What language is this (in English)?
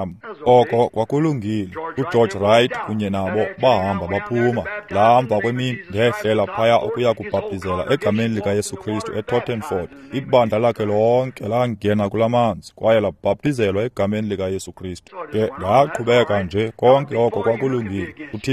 Xhosa